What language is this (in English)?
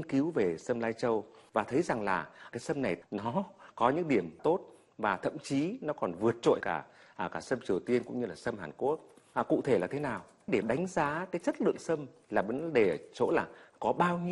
Vietnamese